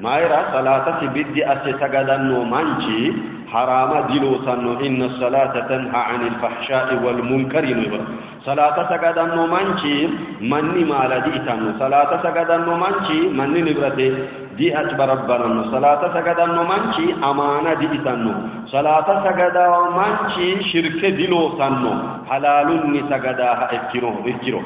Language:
Sidamo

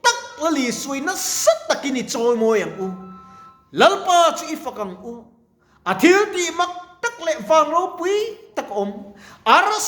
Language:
Mizo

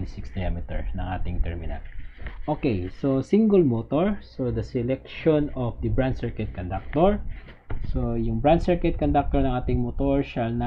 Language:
Filipino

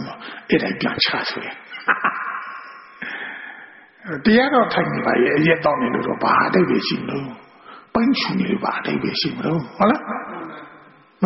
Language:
Burmese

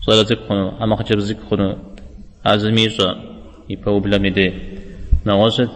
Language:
Kabardian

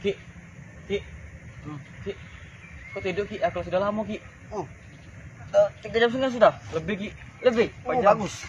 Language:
Musi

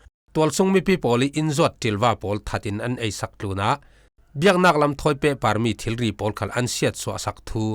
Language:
Falam Chin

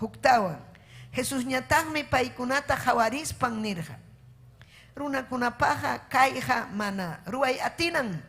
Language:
Ayacucho Quechua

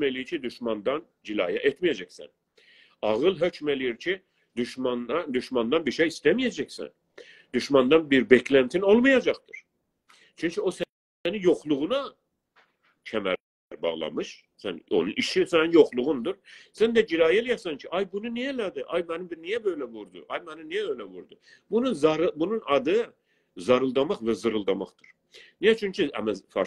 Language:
South Azerbaijani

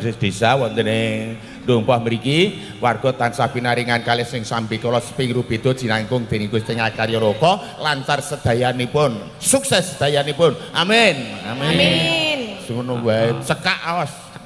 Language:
Javanese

